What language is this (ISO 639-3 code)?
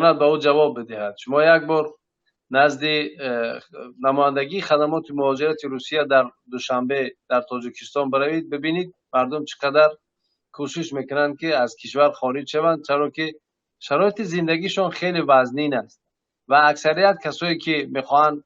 tgk